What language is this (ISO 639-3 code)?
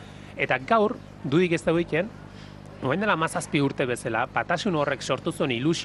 eus